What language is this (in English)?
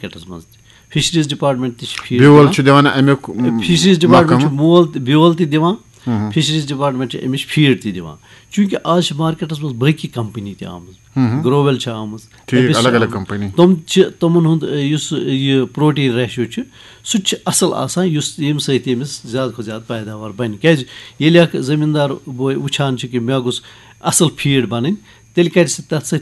Kashmiri